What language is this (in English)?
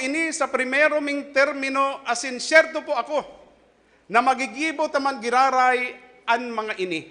Bikol